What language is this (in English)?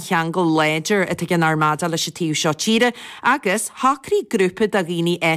Irish